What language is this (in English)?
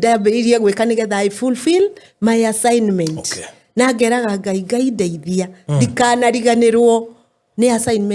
Kikuyu